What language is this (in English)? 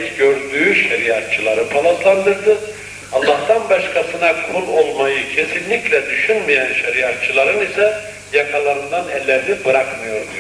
Turkish